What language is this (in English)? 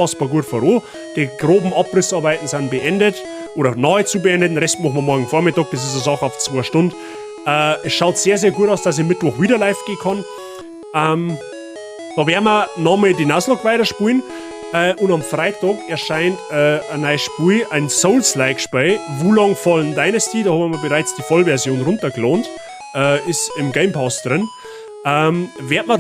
Bavarian